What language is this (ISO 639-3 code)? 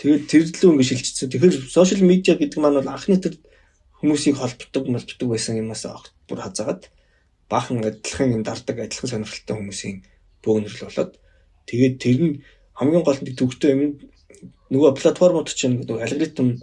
mon